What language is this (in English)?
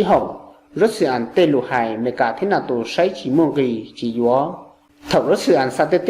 Hmong